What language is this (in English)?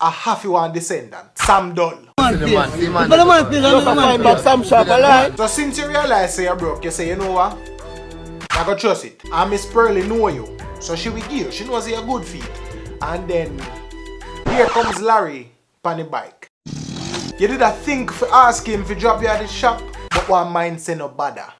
Jamaican Creole English